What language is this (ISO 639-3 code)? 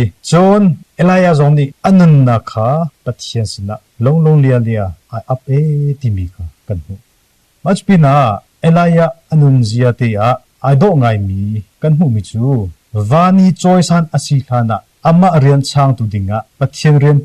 cnh